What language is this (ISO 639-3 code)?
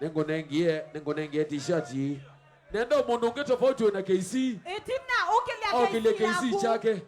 kam